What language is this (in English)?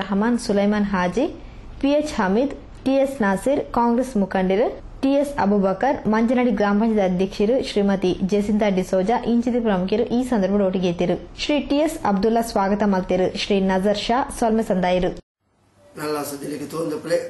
Tulu